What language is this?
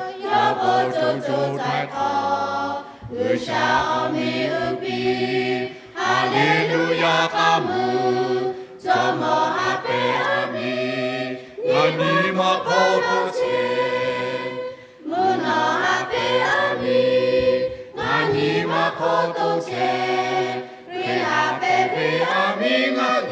Lahu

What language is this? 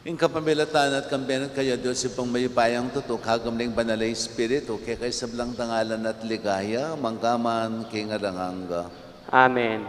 Pampanga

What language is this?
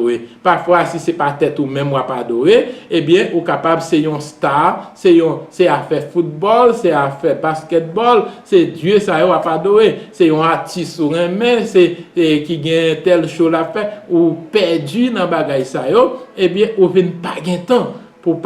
Haitian Creole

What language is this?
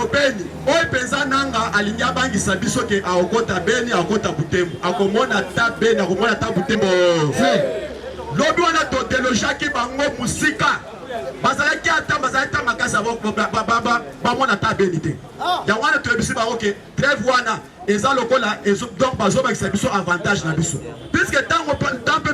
Lingala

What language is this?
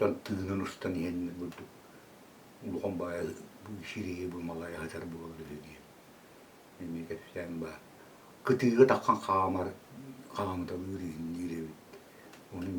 Yakut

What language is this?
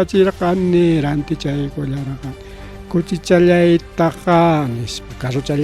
Ayacucho Quechua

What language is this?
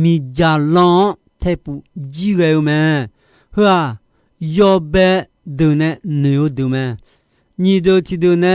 Akha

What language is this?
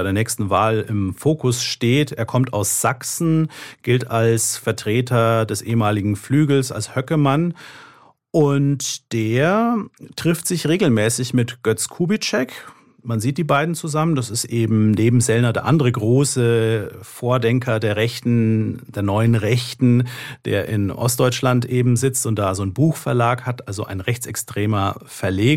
German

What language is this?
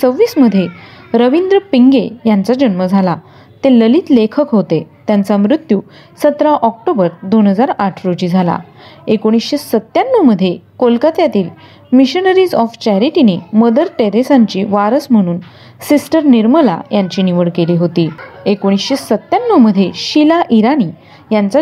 Marathi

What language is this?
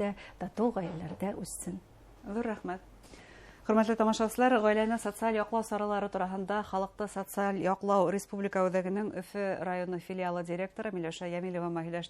Bashkir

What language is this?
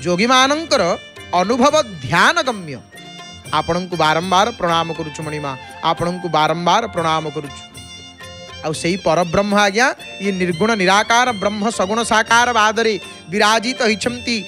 Odia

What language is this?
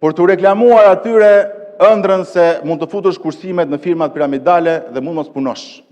Albanian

